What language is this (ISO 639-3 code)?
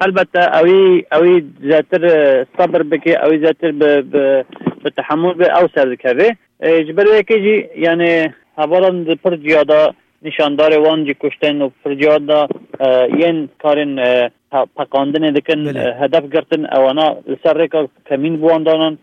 kur